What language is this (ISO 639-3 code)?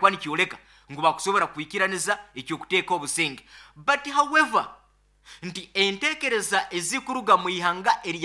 nyo